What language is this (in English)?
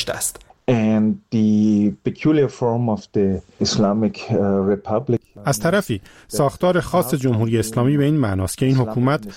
Persian